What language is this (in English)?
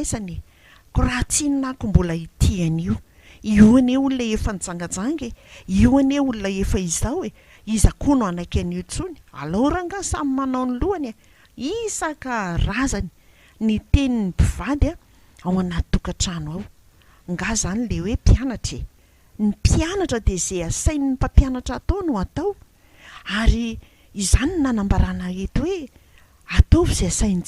Malagasy